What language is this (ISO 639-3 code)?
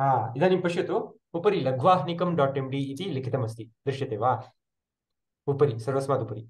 san